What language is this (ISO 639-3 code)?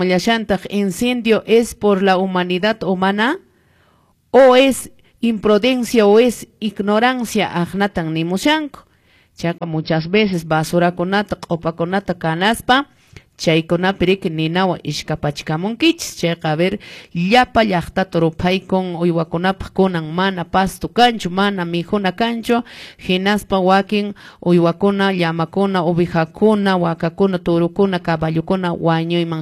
que